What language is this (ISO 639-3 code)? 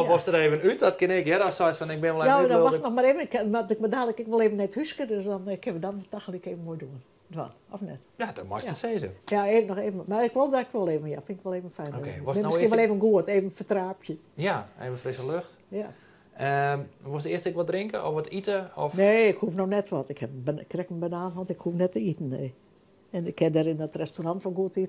fry